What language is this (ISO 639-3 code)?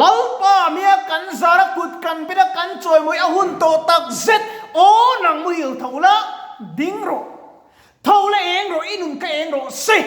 lus